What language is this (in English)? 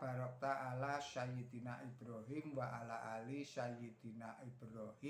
Javanese